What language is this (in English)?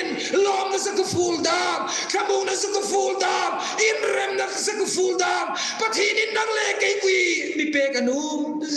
Hmar